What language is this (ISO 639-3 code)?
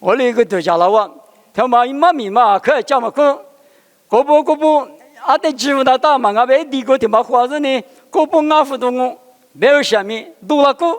lis